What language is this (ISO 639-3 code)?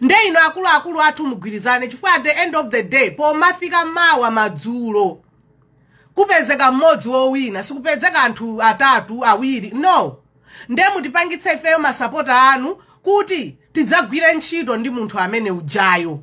nya